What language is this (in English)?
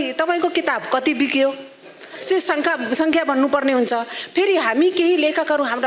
Nepali